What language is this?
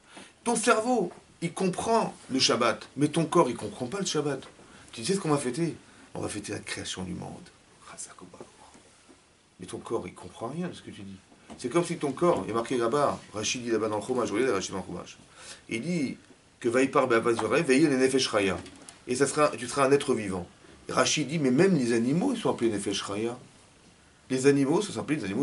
French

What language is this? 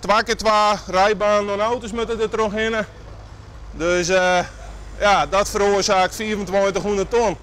Western Frisian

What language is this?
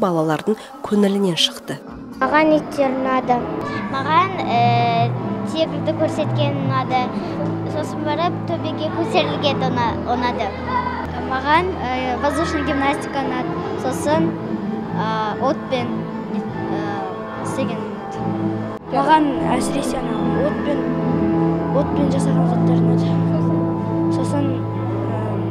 Kazakh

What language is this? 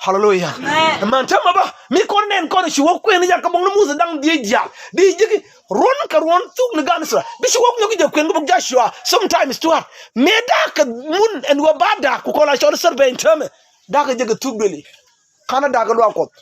Nuer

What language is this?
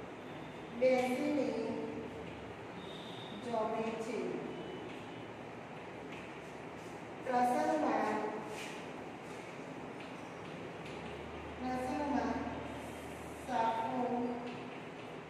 Gujarati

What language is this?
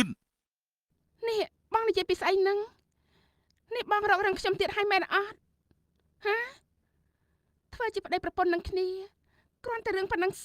Khmer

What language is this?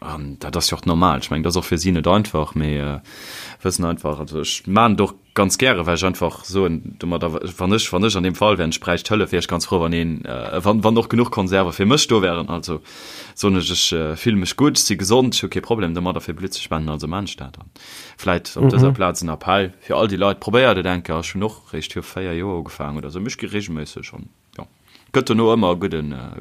Luxembourgish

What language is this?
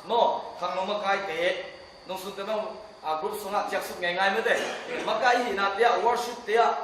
Tedim Chin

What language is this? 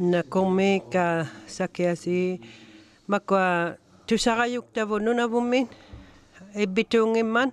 Inuktitut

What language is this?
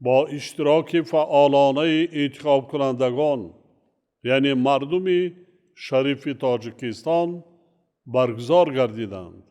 Tajik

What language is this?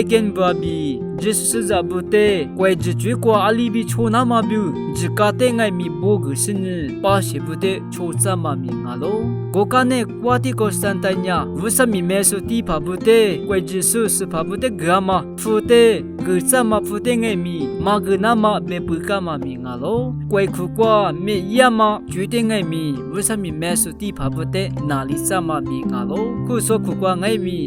Lisu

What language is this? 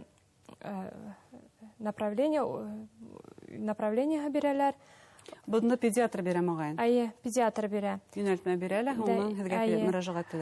Bashkir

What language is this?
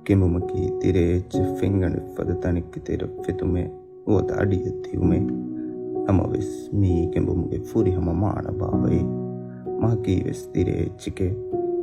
Divehi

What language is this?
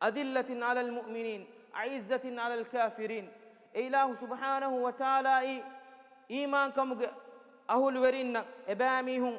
Divehi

